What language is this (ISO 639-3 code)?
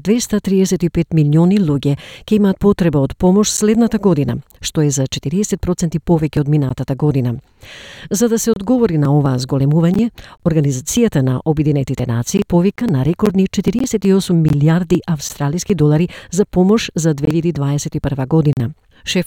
mkd